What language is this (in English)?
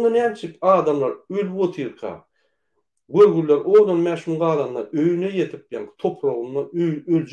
Turkmen